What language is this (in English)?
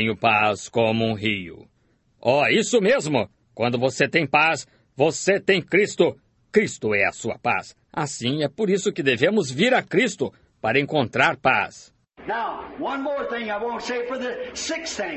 Portuguese